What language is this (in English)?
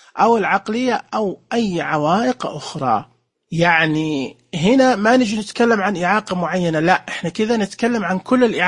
Najdi Arabic